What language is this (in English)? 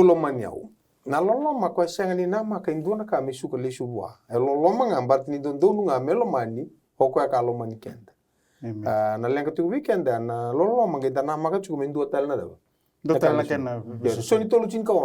Fijian